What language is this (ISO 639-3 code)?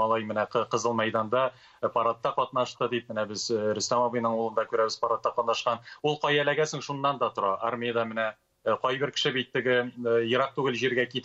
tat